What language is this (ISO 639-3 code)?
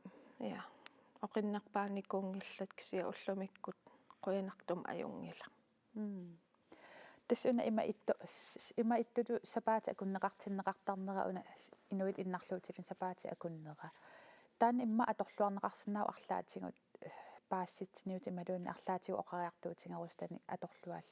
kal